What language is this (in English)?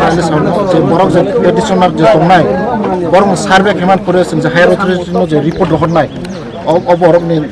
Kok Borok